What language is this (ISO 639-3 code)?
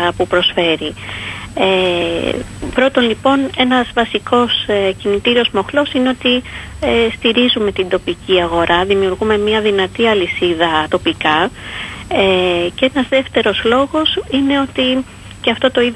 ell